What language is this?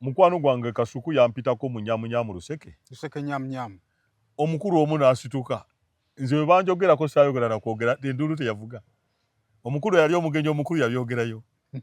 Ganda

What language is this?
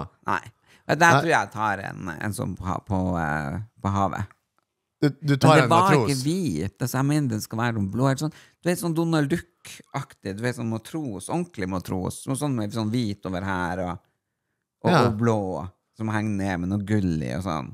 Norwegian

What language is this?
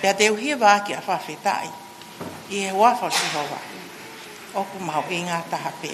Tongan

